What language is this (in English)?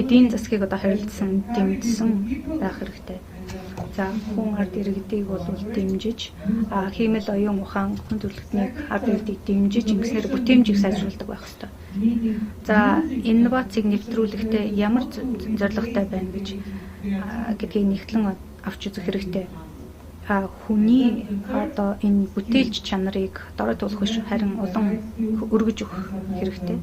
Mongolian